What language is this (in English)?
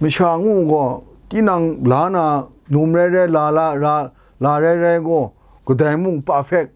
Kachin